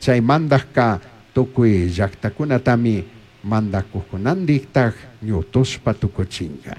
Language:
Chimborazo Highland Quichua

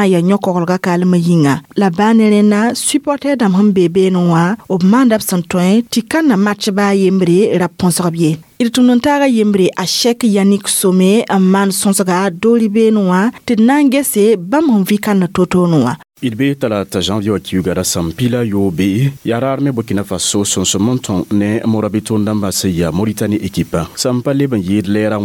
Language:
Mossi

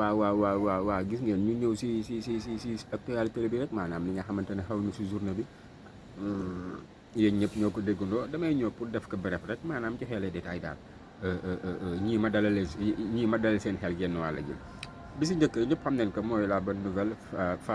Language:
Wolof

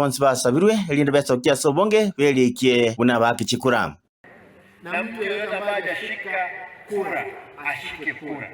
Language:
Gusii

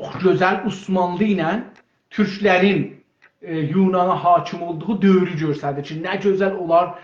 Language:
South Azerbaijani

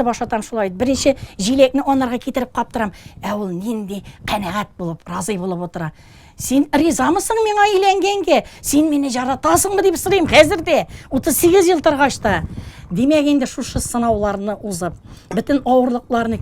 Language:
Tatar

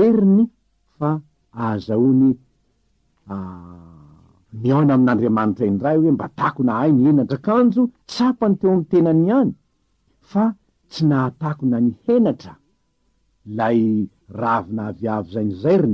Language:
Malagasy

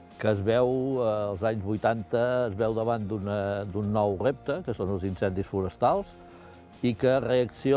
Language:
Catalan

